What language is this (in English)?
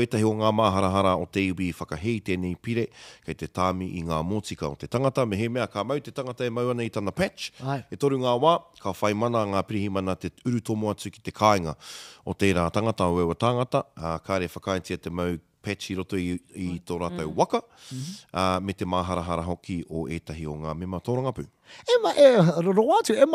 Māori